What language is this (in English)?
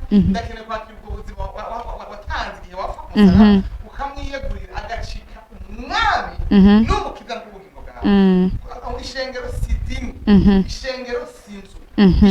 Rundi